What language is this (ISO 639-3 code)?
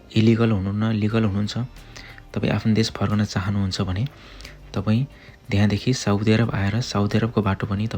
nep